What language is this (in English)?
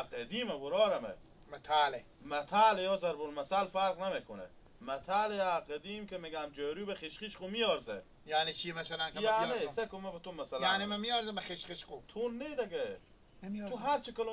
Hazaragi